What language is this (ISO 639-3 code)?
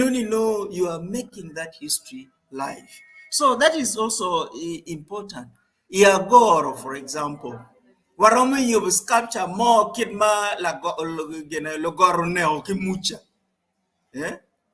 ach